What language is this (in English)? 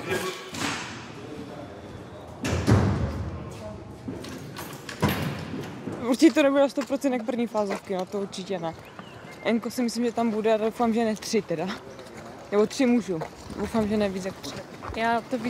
Czech